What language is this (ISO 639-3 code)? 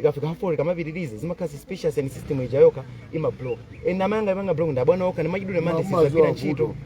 nya